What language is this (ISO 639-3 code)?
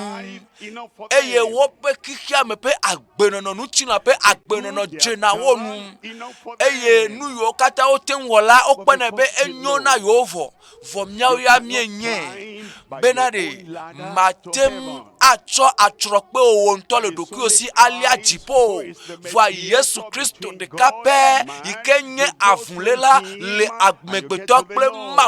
ewe